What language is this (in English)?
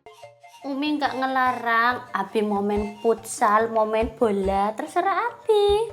Betawi